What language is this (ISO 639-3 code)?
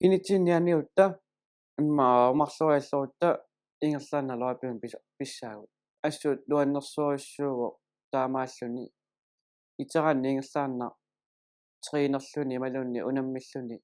kal